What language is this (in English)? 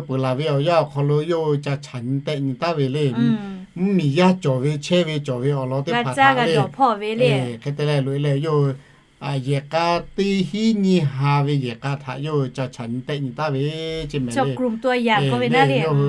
Lahu